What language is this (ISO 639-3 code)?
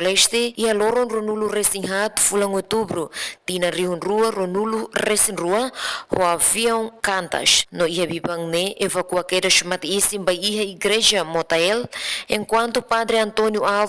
tet